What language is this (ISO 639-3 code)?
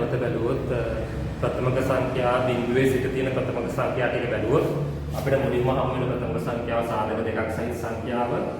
sin